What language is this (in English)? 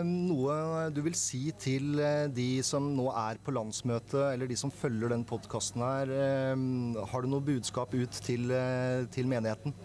Norwegian